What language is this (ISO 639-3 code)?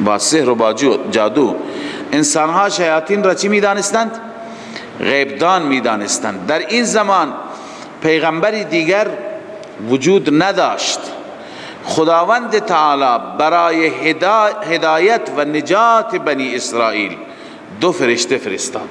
fas